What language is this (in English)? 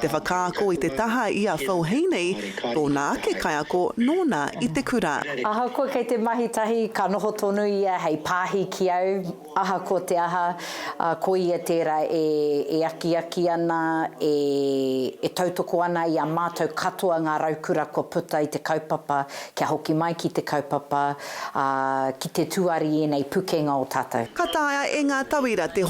Māori